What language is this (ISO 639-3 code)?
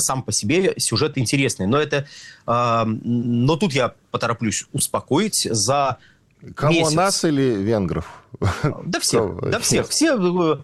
rus